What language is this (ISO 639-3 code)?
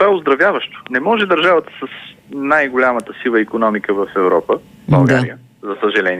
bul